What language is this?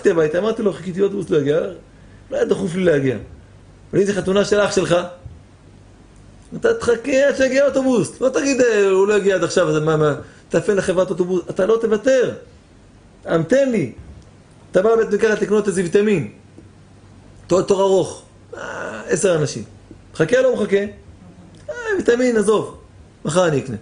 Hebrew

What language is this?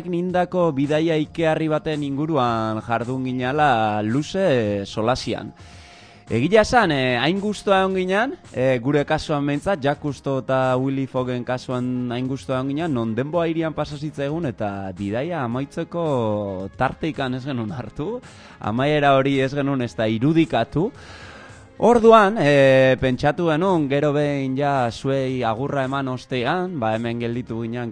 Basque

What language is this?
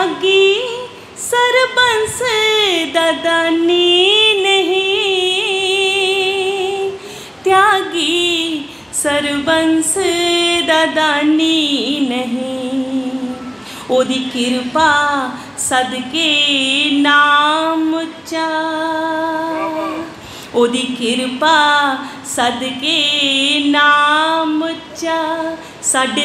Punjabi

